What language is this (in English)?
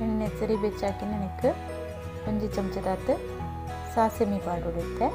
Tulu